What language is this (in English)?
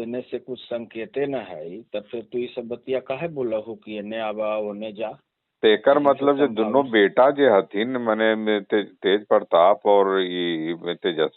Magahi